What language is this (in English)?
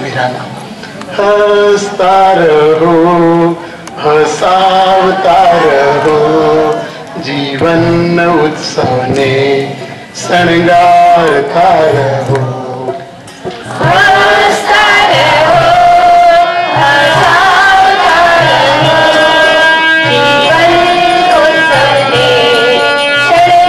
Gujarati